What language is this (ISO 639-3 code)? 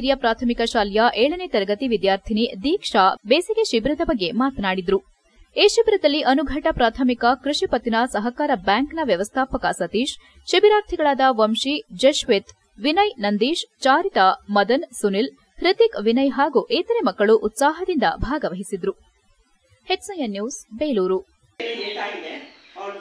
kan